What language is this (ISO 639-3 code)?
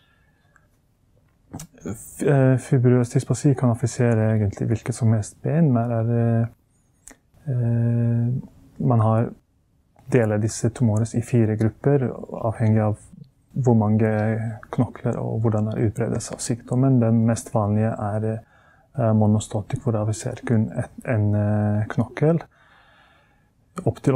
nor